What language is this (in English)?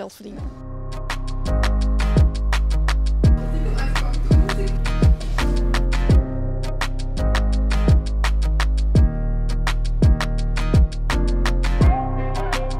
Dutch